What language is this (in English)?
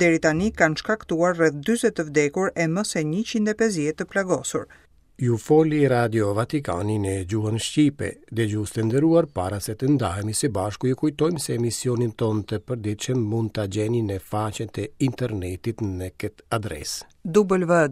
Albanian